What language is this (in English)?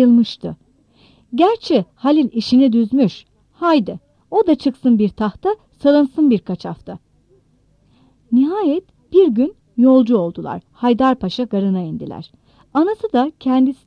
Turkish